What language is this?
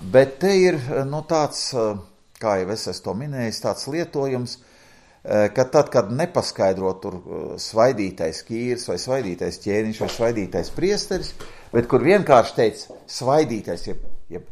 Latvian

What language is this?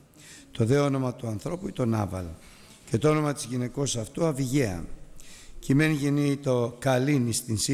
Greek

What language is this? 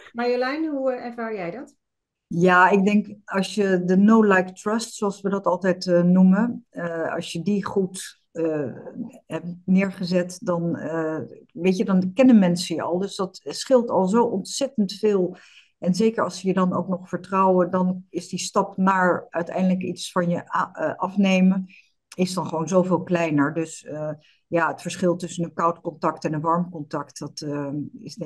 Dutch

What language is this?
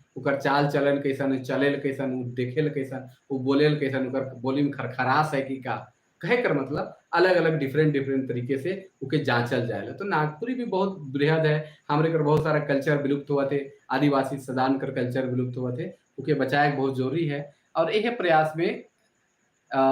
Sadri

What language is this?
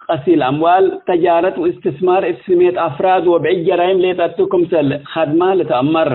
Tigre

